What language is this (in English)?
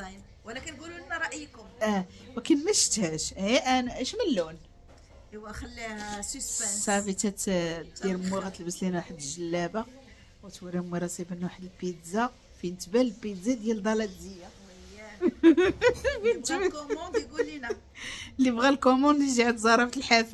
Moroccan Arabic